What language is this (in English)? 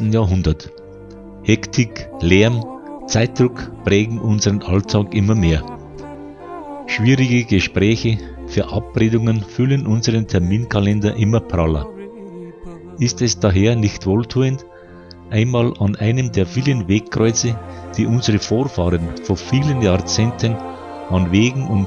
German